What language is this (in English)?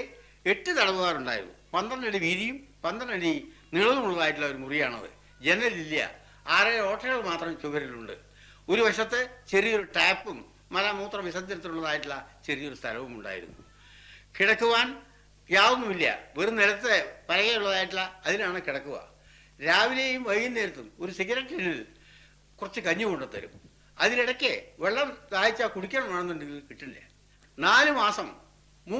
Malayalam